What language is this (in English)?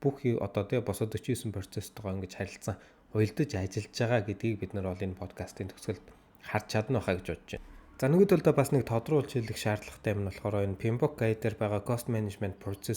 Mongolian